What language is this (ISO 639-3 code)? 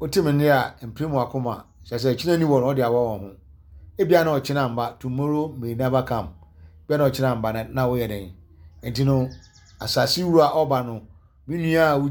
aka